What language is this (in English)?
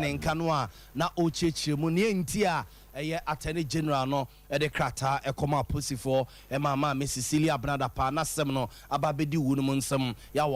Akan